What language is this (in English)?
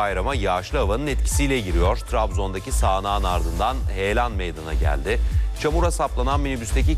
Turkish